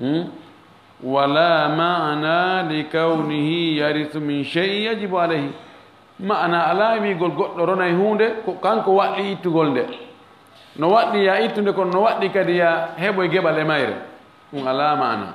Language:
Fula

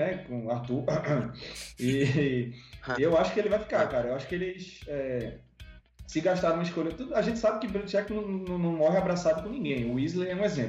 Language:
Portuguese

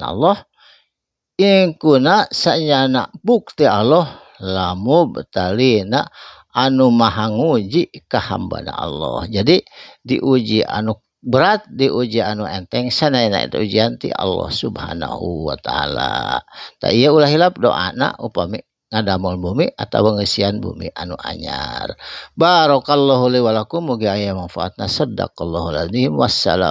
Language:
Sundanese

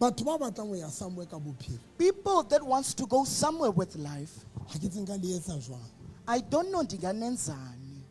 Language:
Southern Sotho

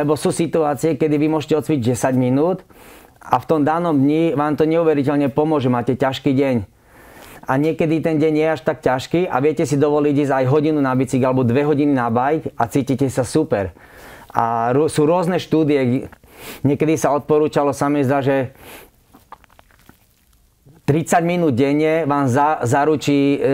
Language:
Slovak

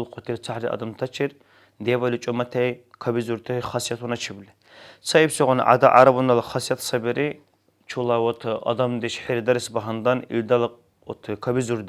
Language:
Dargwa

